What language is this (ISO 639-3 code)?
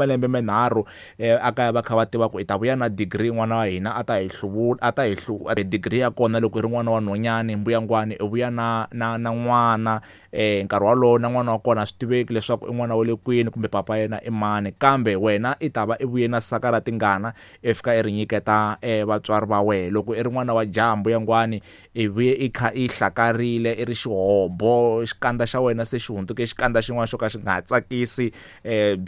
tso